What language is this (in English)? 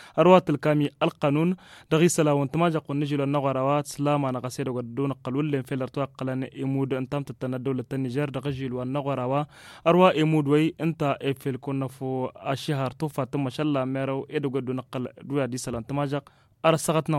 Tamasheq